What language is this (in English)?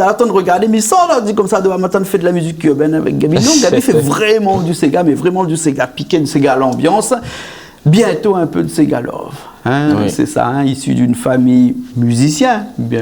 Réunion Creole French